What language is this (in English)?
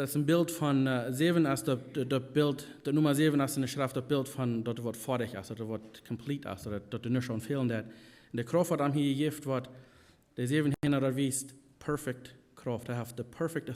Plautdietsch